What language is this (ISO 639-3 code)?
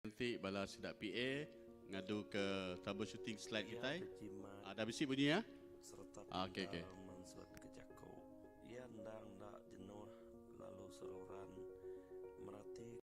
iba